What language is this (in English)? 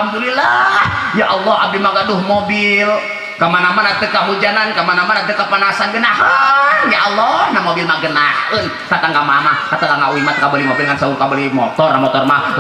Sundanese